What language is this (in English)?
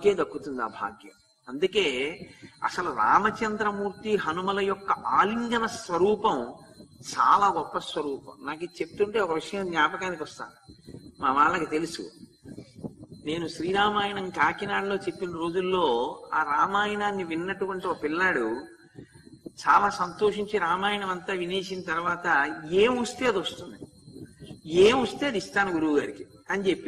Telugu